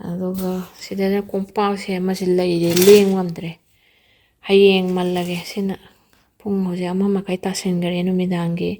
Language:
Manipuri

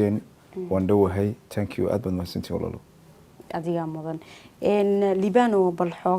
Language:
Somali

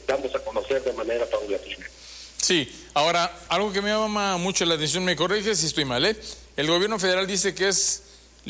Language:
Spanish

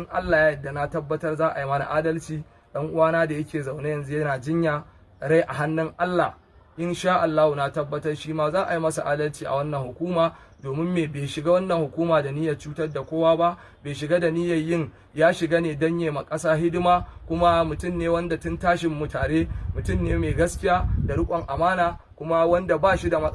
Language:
Hausa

